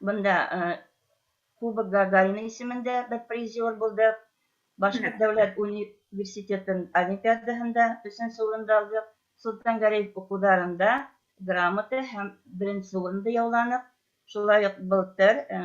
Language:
Bashkir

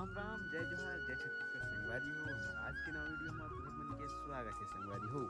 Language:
Chhattisgarhi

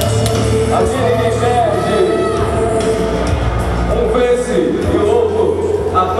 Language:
Portuguese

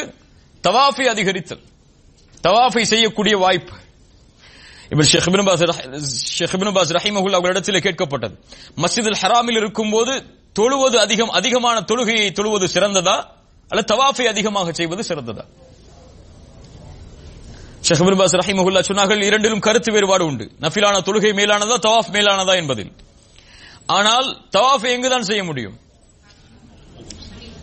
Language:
Tamil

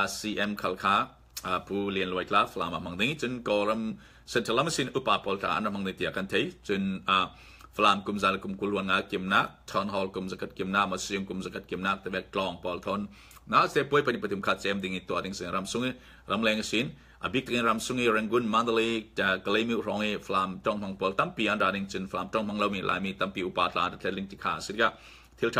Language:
Falam Chin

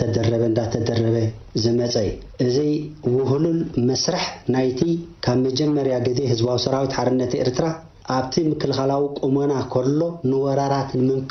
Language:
Tigrinya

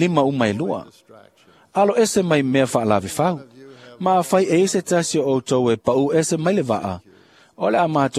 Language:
Samoan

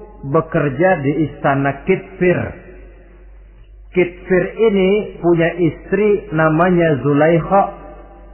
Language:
Indonesian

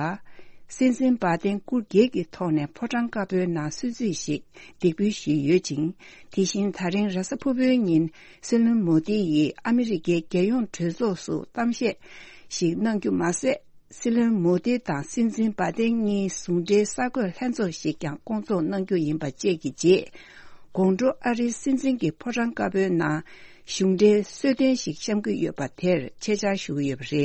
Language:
Tibetan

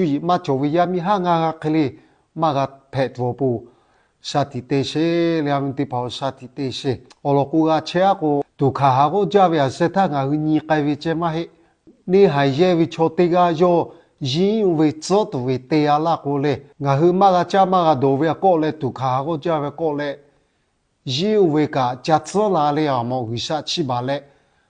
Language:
Lahu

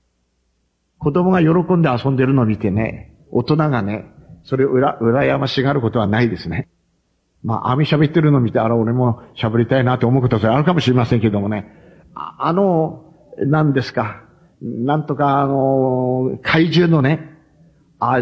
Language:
Japanese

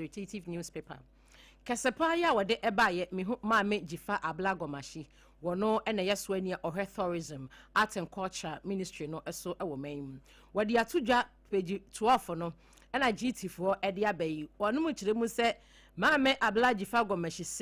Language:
Akan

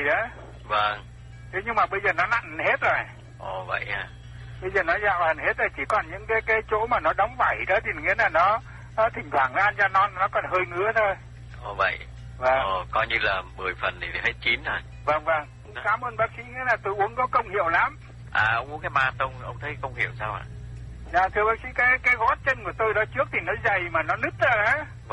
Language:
Vietnamese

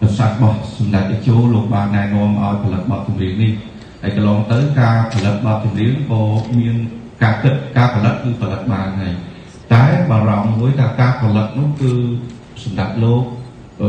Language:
Khmer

